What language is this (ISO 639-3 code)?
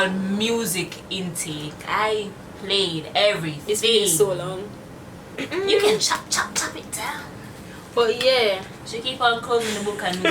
jam